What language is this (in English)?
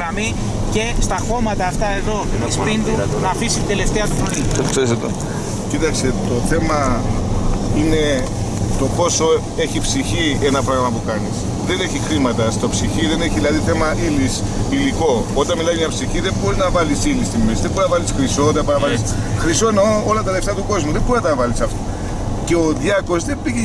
Greek